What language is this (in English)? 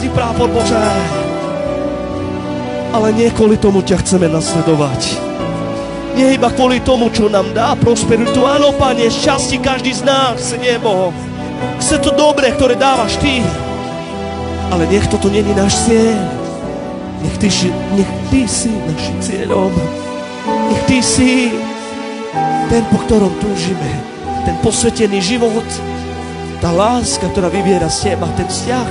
Slovak